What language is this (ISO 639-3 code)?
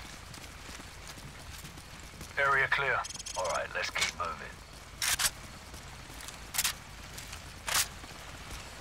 hrv